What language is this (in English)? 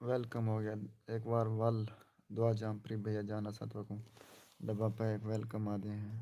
Saraiki